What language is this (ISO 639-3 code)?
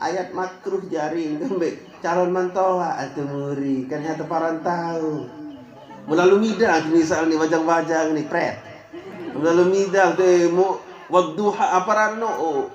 sas